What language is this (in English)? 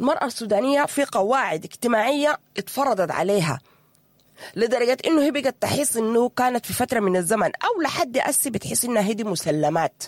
Sudanese Arabic